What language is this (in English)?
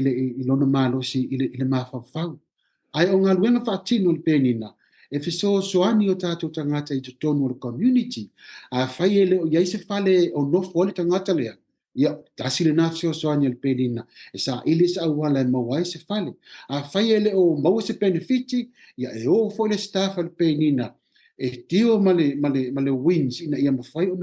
Samoan